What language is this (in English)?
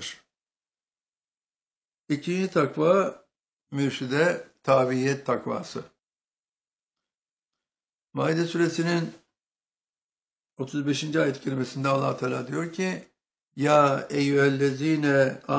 Turkish